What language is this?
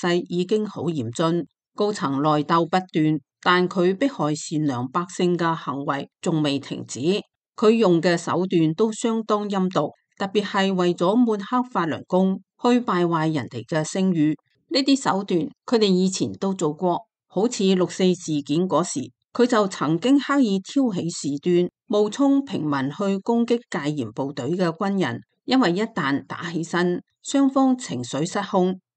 Cantonese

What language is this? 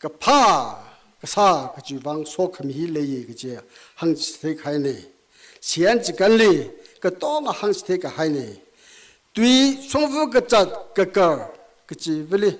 Tangkhul Naga (India)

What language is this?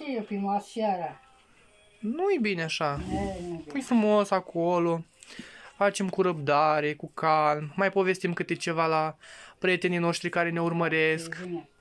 Romanian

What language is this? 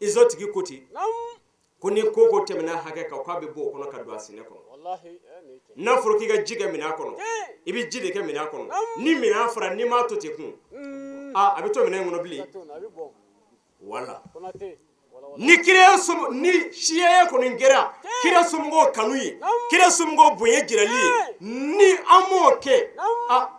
Bambara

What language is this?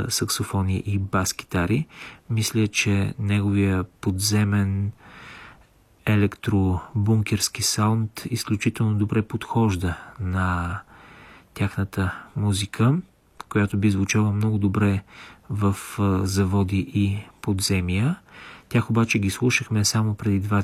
Bulgarian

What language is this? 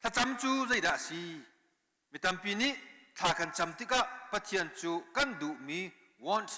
Hakha Chin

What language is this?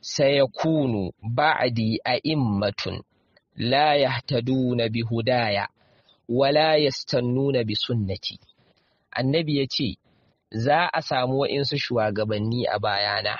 Hausa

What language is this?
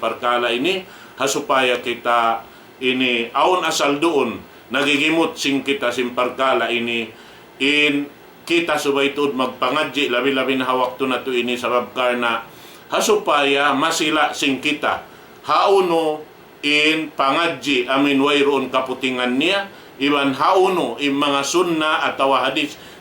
Tausug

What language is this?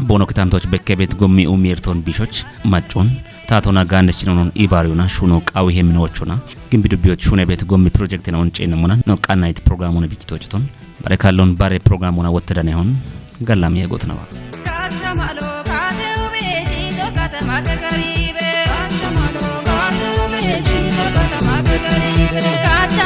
Kafa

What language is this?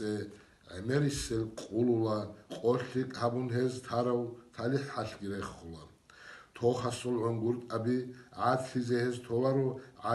Avaric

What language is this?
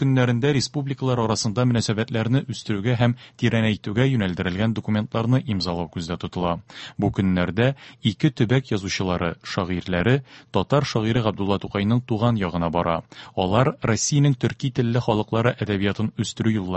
Tatar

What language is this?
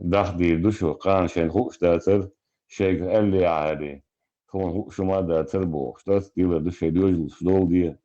Chechen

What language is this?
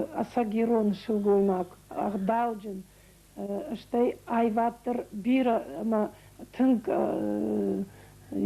Ossetic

